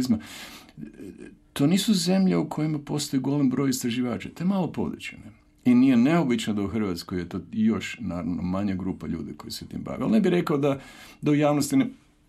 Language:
Croatian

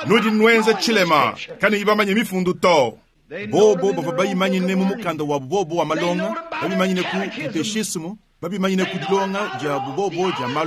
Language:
Luba-Lulua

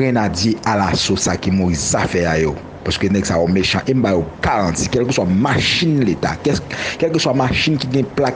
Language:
Haitian Creole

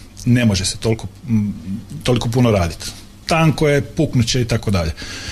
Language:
Croatian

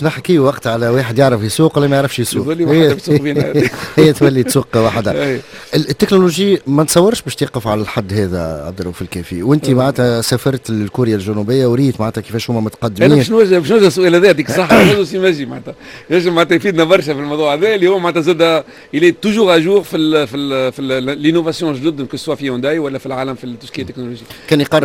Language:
Tunisian Arabic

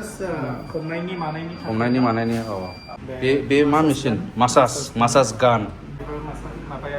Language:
Bodo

